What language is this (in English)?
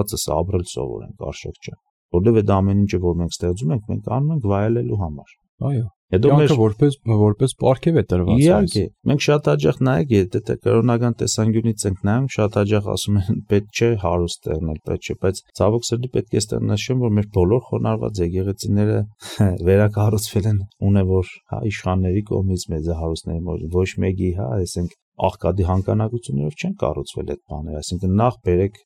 Armenian